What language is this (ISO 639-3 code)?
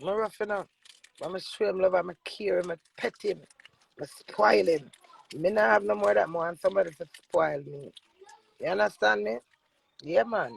jam